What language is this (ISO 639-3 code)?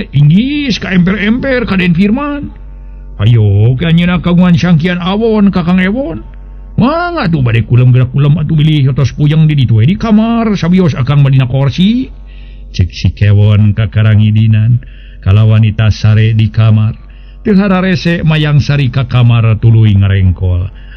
sun